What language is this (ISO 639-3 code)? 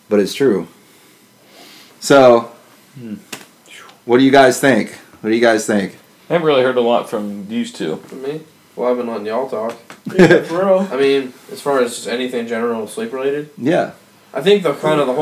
eng